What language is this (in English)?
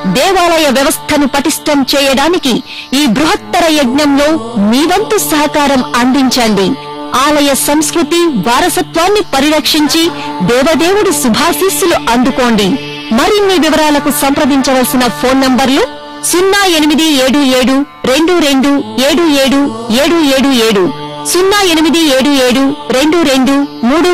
Telugu